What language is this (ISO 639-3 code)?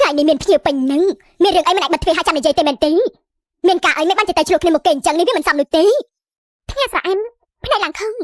khm